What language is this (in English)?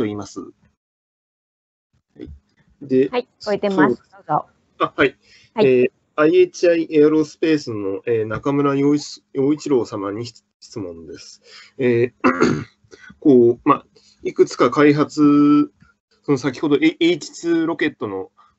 Japanese